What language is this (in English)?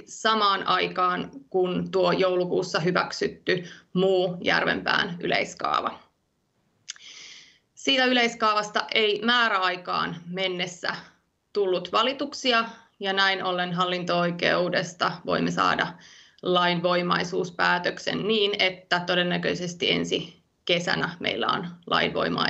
Finnish